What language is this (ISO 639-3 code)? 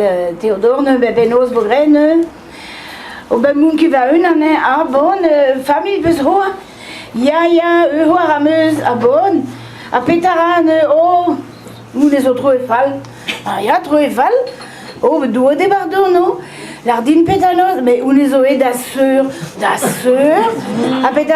bre